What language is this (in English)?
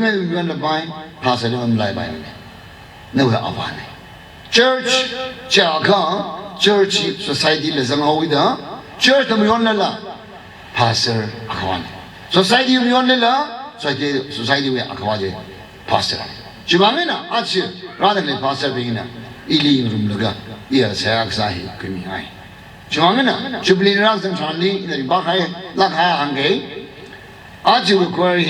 Tangkhul Naga (India)